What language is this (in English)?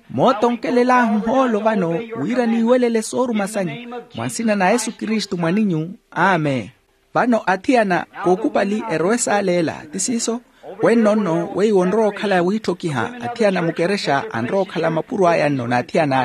Makhuwa